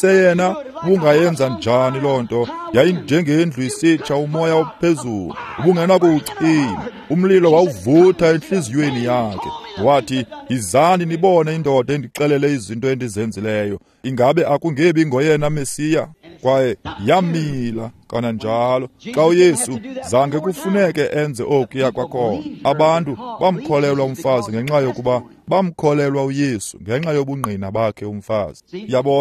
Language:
Xhosa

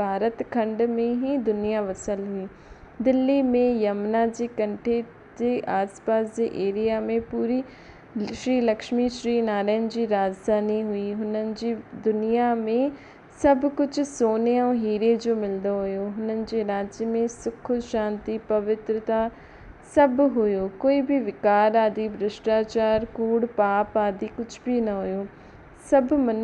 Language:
Sindhi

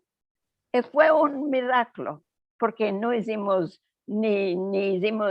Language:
Ladino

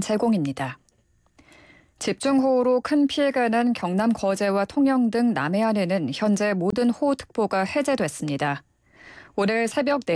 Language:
Korean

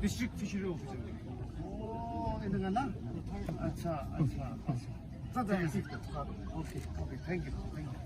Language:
Naga Pidgin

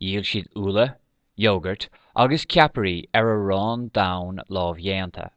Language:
Irish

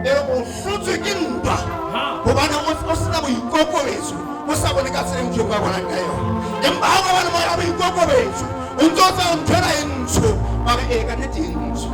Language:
Southern Sotho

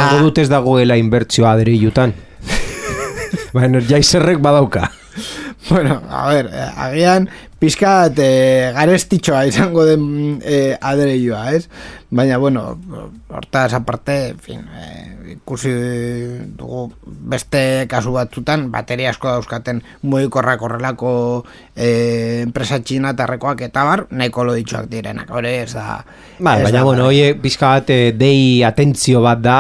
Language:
Basque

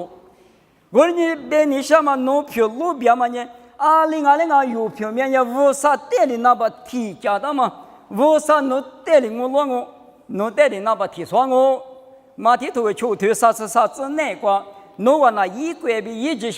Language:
Lisu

